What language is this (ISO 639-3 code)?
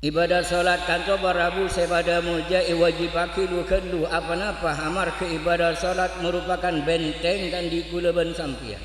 mad